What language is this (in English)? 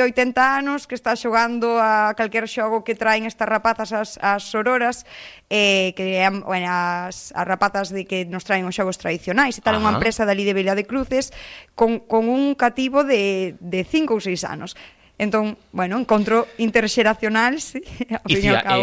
Galician